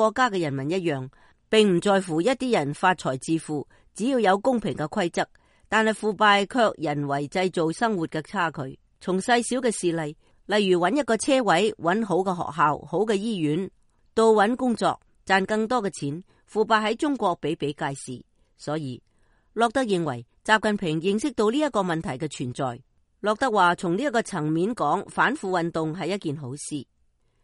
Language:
Cantonese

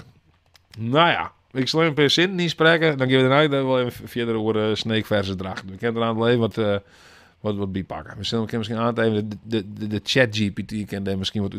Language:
Western Frisian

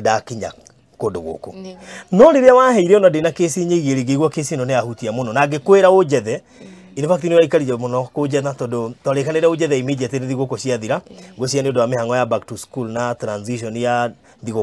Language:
Kikuyu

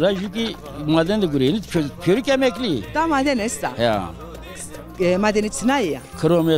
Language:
Zaza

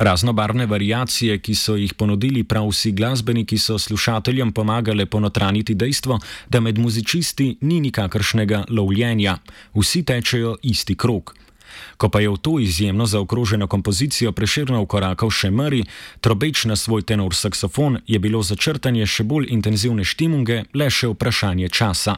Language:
Slovenian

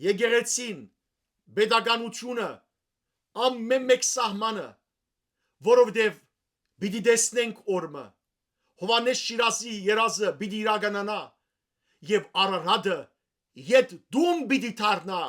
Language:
Western Armenian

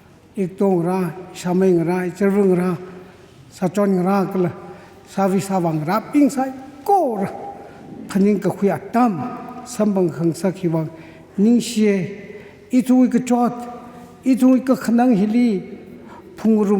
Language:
Tangkhul Naga (India)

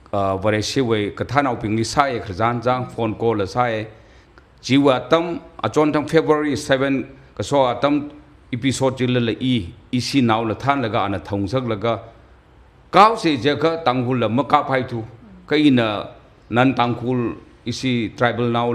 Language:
Tangkhul Naga (India)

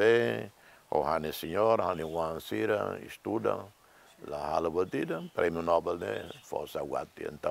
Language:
Tetum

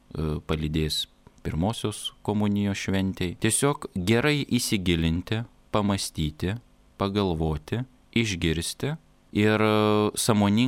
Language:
Lithuanian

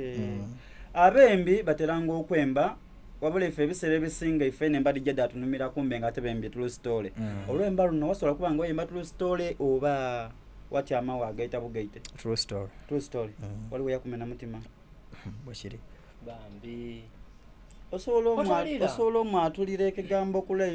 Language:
Soga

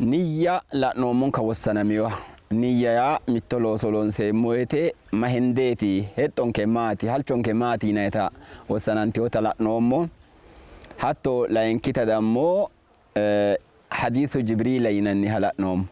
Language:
Sidamo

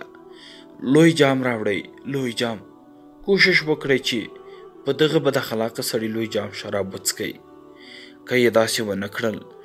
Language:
Pashto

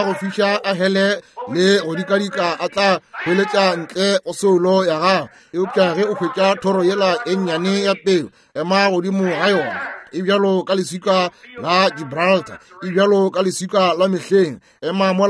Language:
Northern Sotho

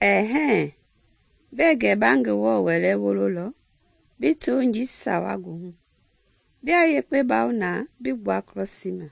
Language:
Mende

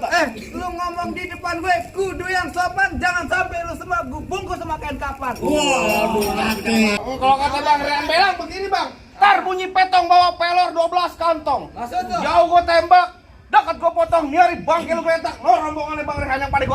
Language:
Betawi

